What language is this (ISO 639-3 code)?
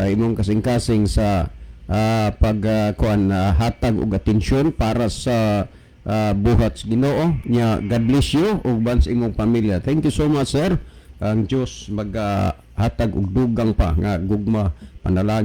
ceb